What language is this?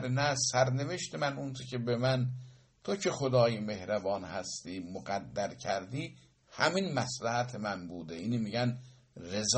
Persian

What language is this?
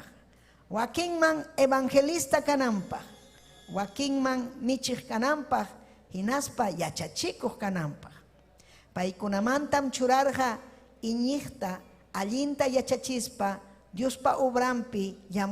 Ayacucho Quechua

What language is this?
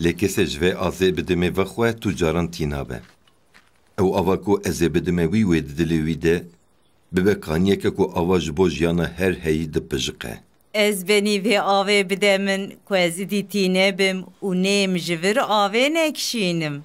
Kurdish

